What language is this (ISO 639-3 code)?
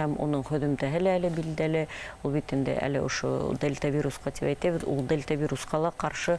bak